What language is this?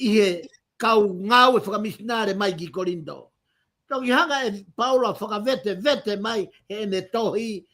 Tongan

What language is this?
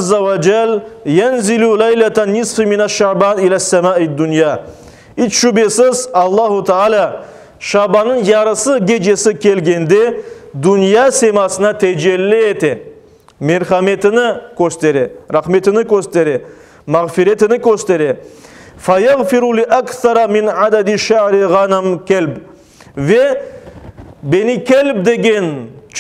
Crimean Tatar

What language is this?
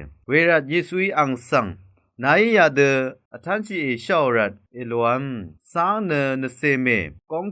Rawang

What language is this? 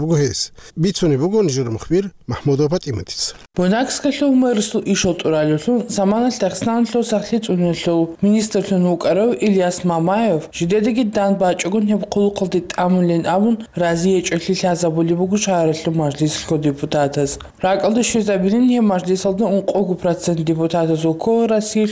Avaric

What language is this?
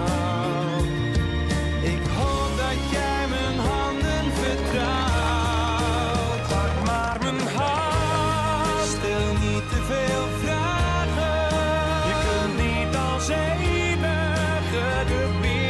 Western Frisian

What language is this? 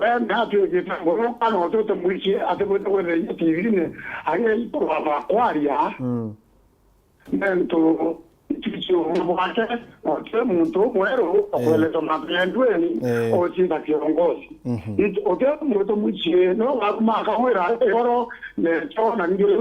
Meru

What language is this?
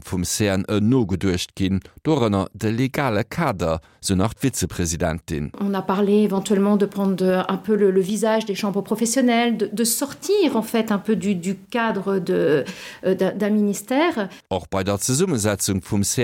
Luxembourgish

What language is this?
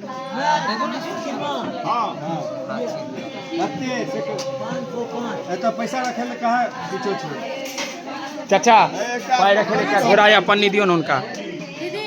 Maithili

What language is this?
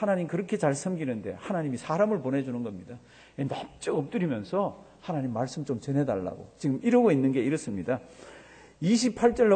Korean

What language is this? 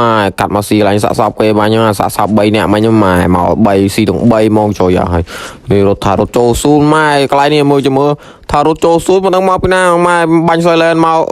Khmer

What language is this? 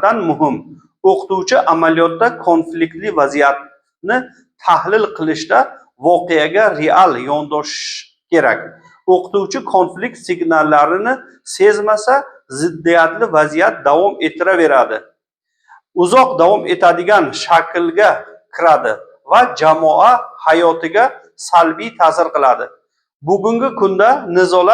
Uzbek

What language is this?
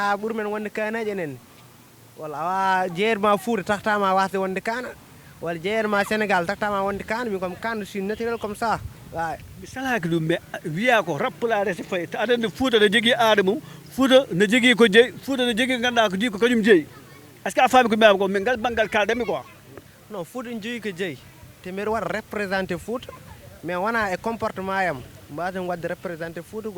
Fula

